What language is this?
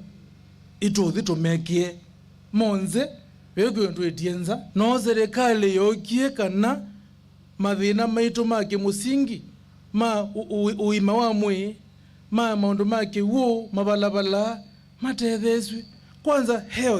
Kamba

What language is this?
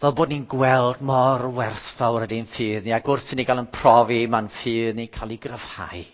Welsh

